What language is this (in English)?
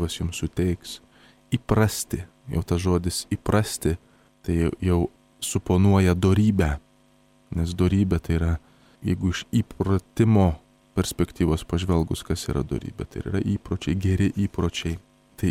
Lithuanian